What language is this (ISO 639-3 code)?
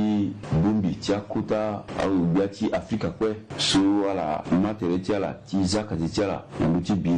sag